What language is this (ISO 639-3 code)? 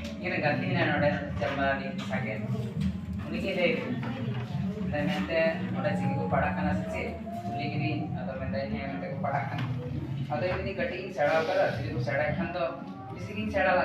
sat